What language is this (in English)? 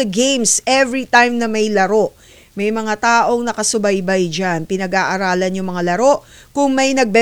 Filipino